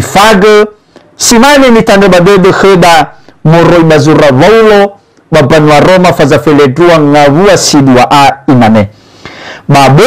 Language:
Nias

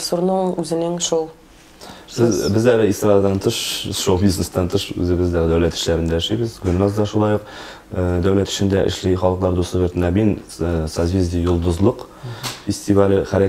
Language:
Tatar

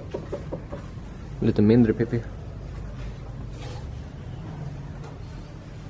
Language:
Swedish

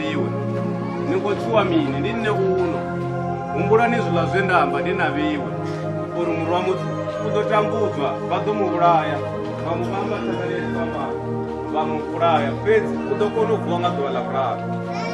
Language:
Venda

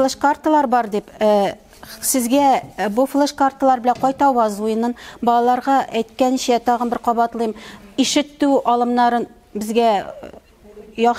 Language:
Tatar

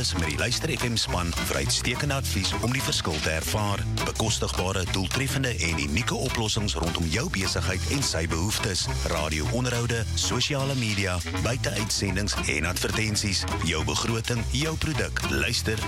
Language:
Afrikaans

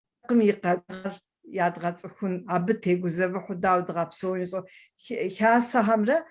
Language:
Kabardian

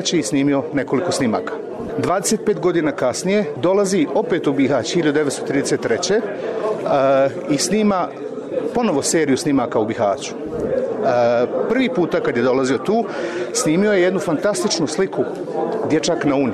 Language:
Bosnian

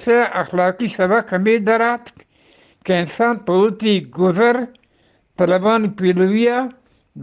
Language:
Eastern Balochi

